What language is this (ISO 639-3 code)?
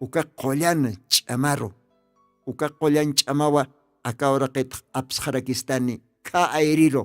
aym